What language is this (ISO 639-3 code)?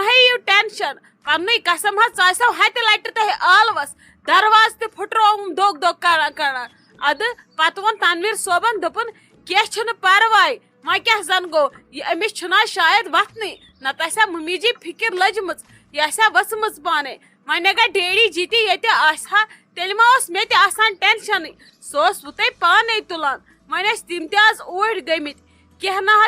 kas